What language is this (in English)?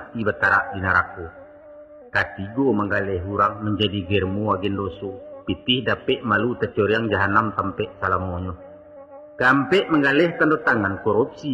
Minangkabau